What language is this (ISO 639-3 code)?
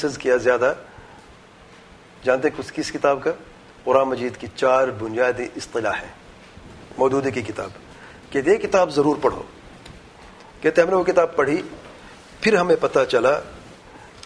urd